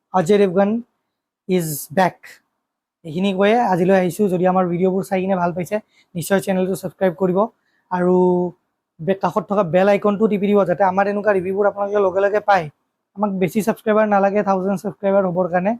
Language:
Assamese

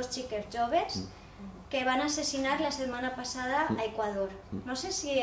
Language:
Catalan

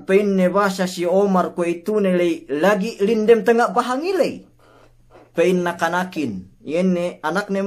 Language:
Yakan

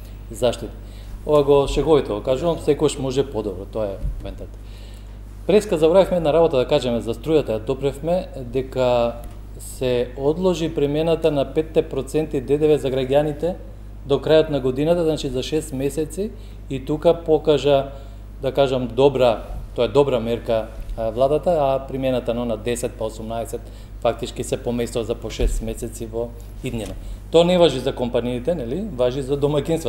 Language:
Macedonian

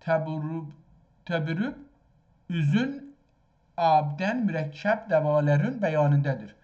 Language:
South Azerbaijani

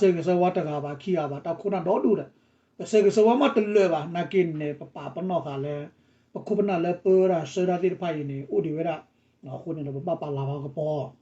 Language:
S'gaw Karen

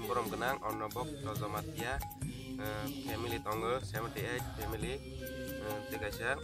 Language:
Kok Borok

